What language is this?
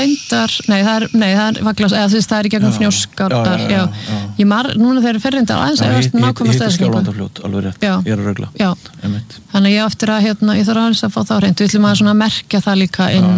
Icelandic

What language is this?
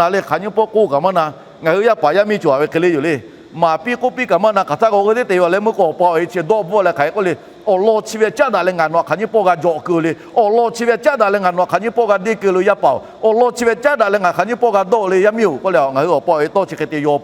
Lahu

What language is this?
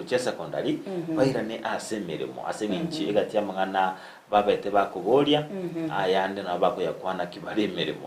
Gusii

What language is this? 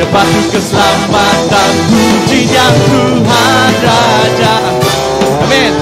Iban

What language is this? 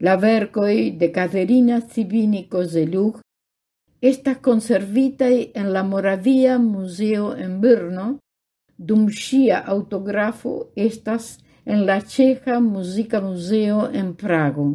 Esperanto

